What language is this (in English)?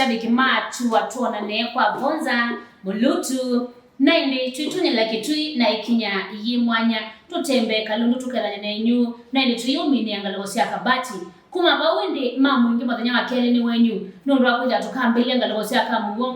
Kamba